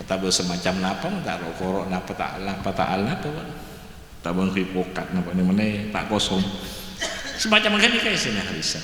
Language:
Madurese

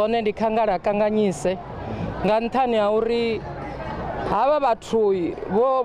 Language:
Venda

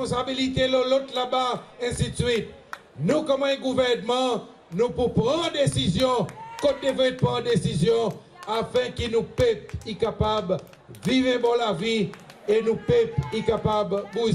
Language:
Seselwa Creole French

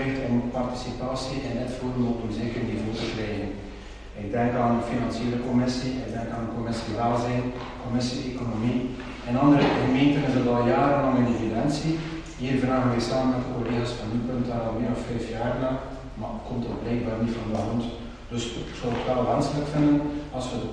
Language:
Dutch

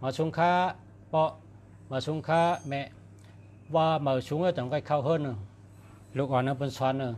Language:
Shan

